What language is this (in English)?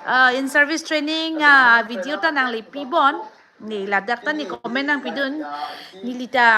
Karbi